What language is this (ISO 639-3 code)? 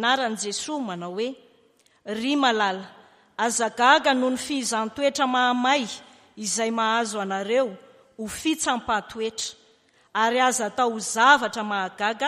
mlg